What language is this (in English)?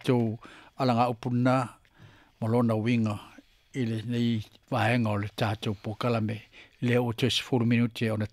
Samoan